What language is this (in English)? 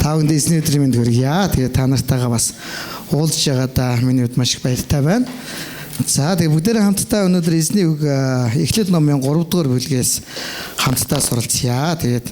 Mongolian